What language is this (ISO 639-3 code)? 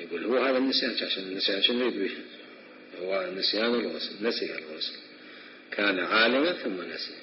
acm